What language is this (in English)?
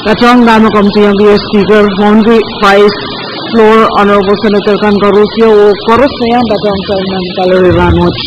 Pohnpeian